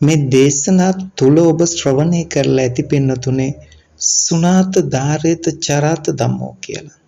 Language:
Sinhala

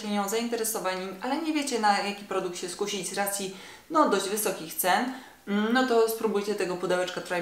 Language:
Polish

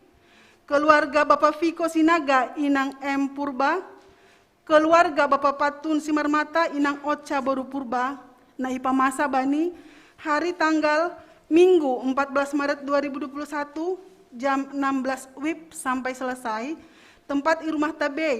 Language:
Batak Simalungun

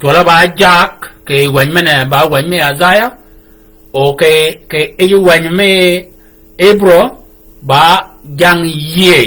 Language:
Shilluk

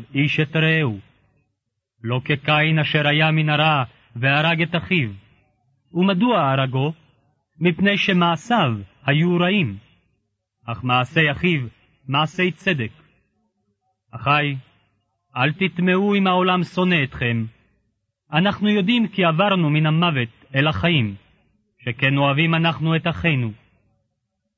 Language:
Hebrew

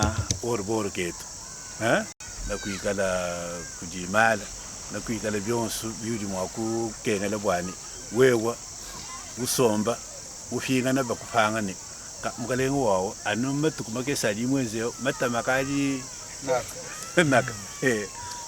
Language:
Luba-Lulua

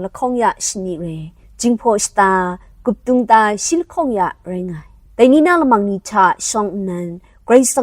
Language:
Kachin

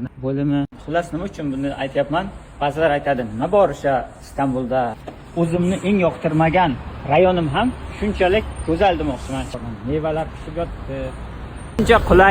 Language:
Uzbek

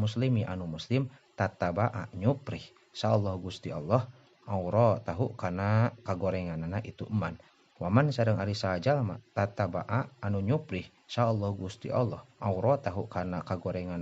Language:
Sundanese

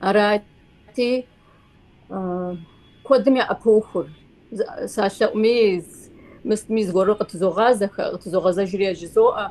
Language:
Kabardian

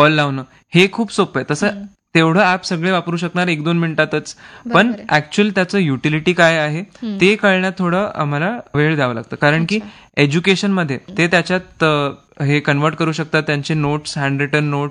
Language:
Marathi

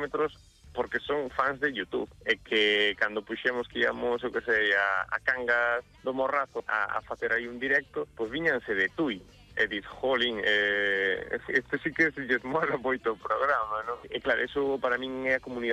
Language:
Galician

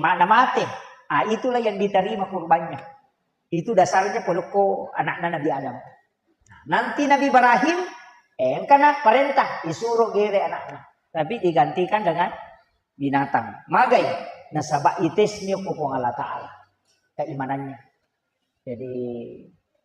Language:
Buginese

